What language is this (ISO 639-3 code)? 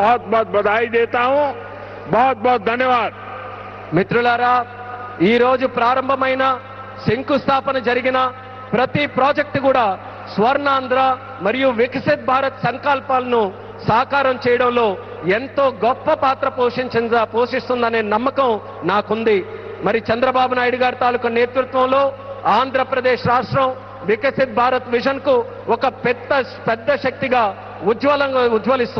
tel